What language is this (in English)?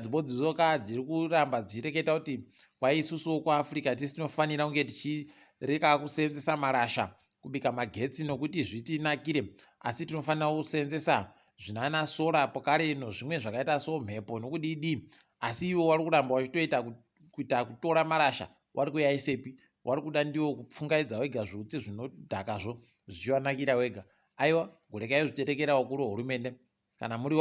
Ndau